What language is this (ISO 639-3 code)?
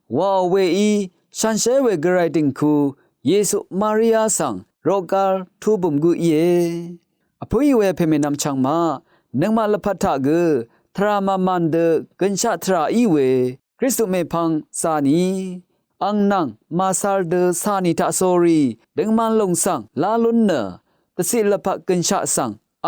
raw